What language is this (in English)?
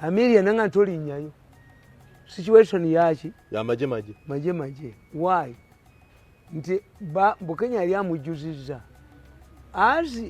Ganda